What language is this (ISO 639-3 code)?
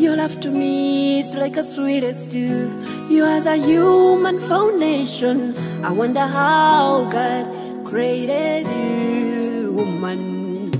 nyo